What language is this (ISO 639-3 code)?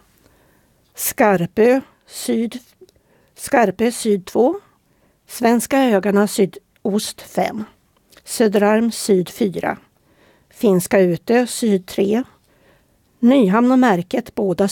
swe